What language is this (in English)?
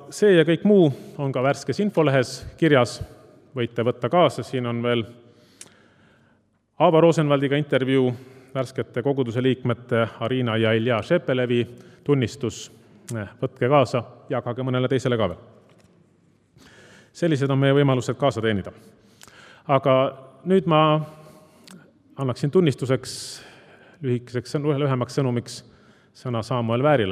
Estonian